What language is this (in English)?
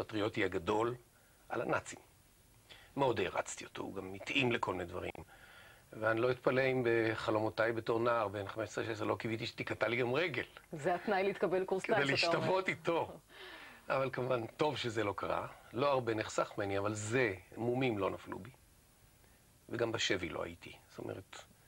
Hebrew